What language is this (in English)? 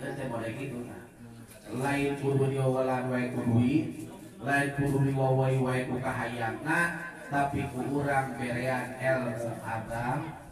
Sundanese